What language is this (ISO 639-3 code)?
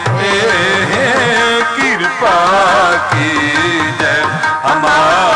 hin